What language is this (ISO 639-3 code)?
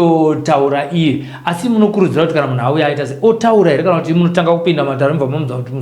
sna